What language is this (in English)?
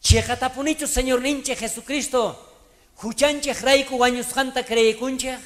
South Bolivian Quechua